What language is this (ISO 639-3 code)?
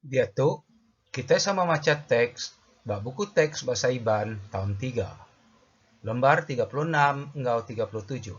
iba